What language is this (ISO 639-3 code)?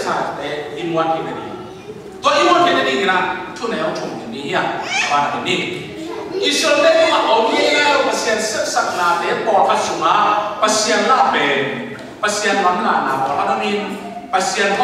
ctd